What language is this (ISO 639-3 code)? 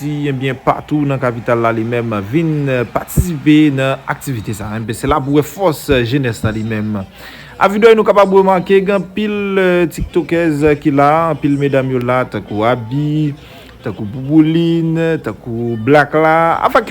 hat